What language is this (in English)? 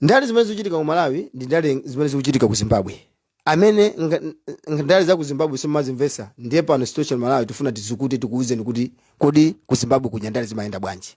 Nyanja